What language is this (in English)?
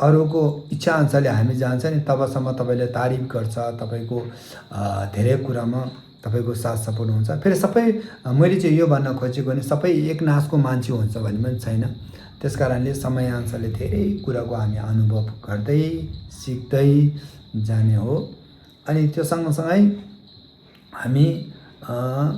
Nepali